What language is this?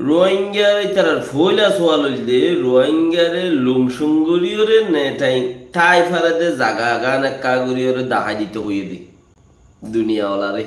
Rohingya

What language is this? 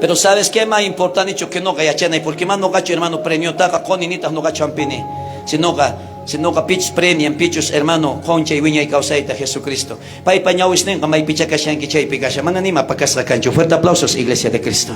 South Bolivian Quechua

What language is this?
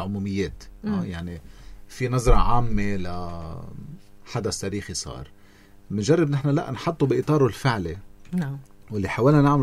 North Levantine Arabic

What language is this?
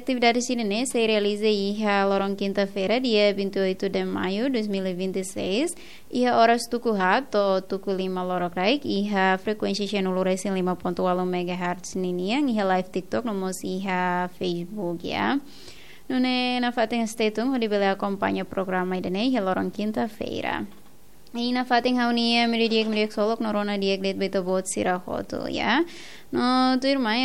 Tetum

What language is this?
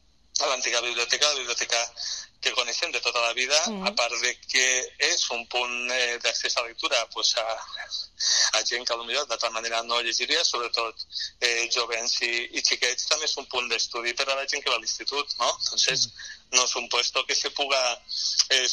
Catalan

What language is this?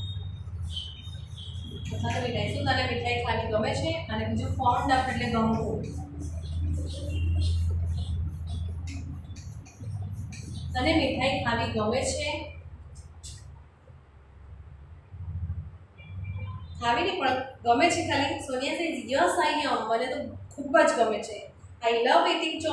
Gujarati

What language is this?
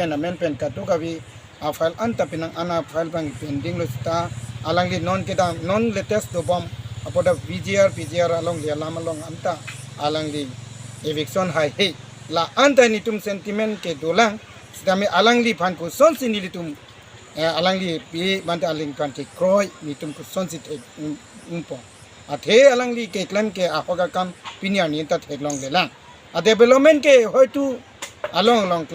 Karbi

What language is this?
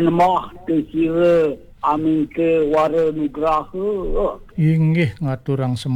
Balinese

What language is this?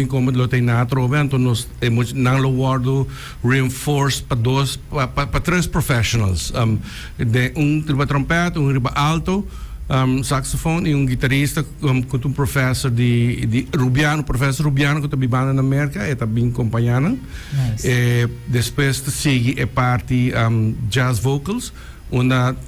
Papiamento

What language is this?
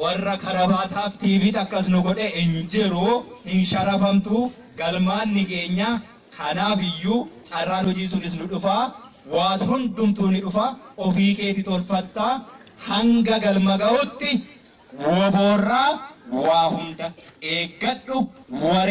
Oromo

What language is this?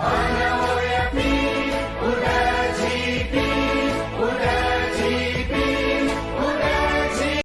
Newari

